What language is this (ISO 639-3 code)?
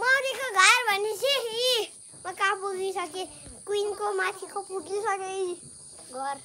nep